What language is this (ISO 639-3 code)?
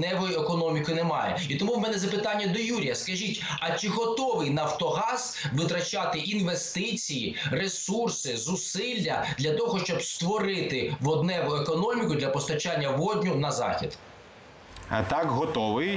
ukr